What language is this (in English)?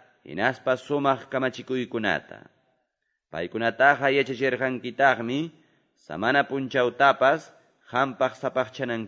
Ayacucho Quechua